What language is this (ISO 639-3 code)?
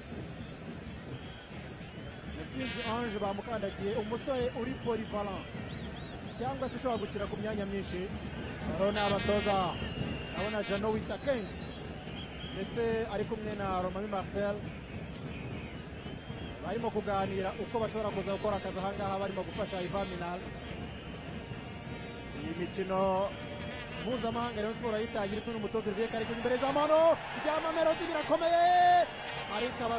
kin